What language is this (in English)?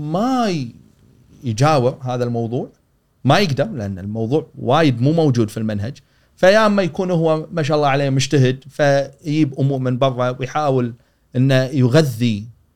Gulf Arabic